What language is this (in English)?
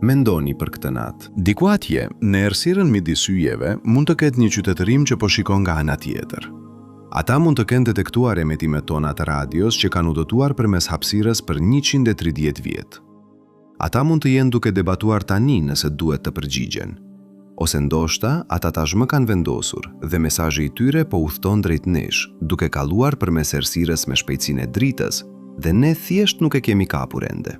Albanian